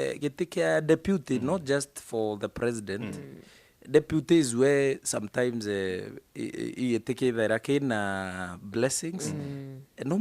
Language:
Meru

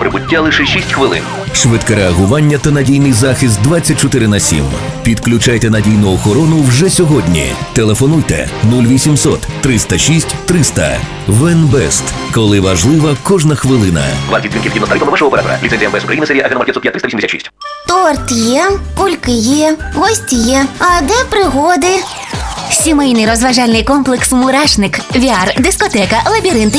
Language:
Ukrainian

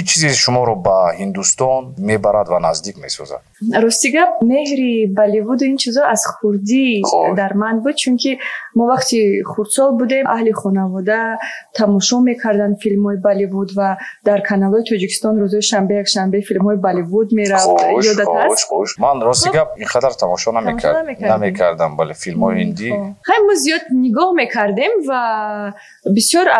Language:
Tajik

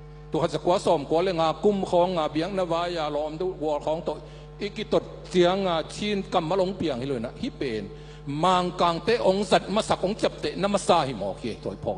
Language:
Tedim Chin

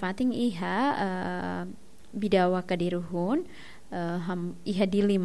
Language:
Tetum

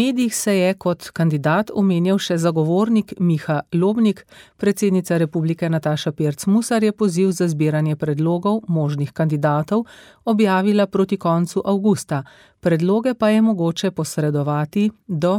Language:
Slovenian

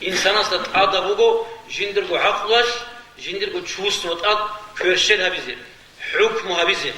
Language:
Avaric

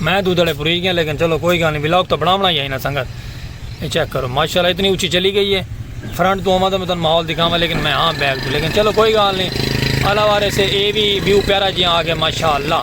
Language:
Saraiki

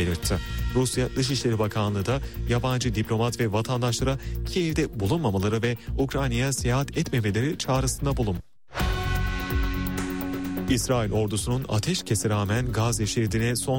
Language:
Turkish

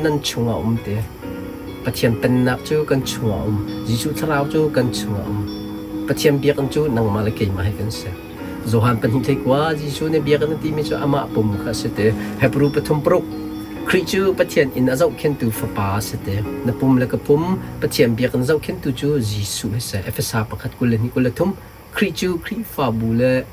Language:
Hakha Chin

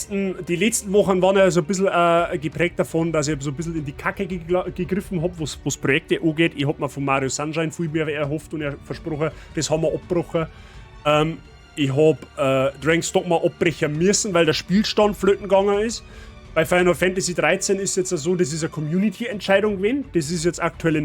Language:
Bavarian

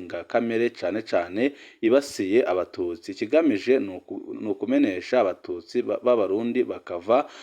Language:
Rundi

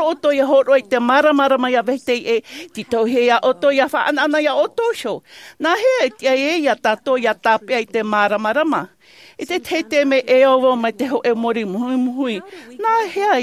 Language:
Tahitian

